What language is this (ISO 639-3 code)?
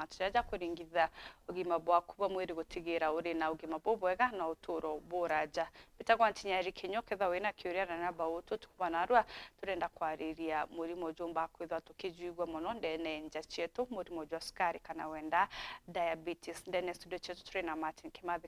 mer